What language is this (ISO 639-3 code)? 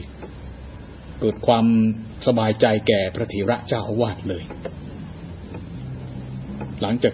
tha